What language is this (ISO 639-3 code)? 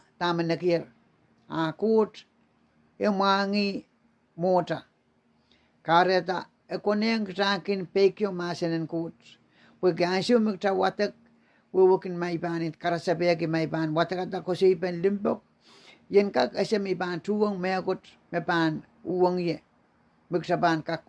pon